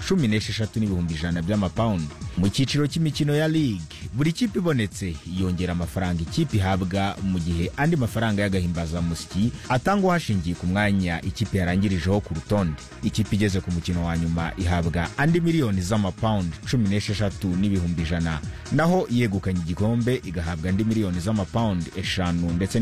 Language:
Kinyarwanda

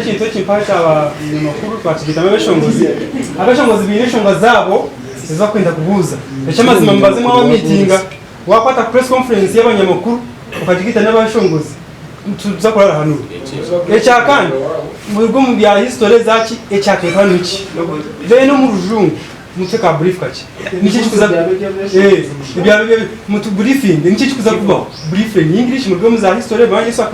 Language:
Nyankole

